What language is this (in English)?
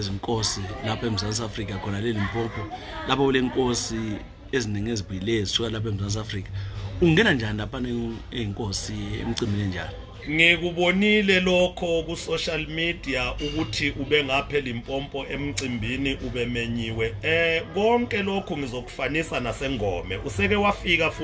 North Ndebele